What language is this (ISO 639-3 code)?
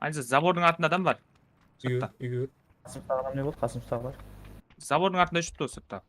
kaa